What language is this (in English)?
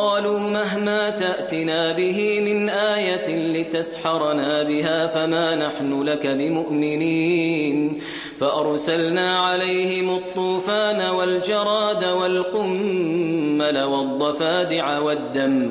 Arabic